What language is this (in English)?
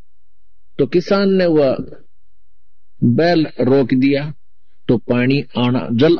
Hindi